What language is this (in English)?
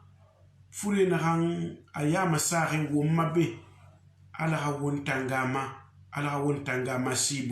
Susu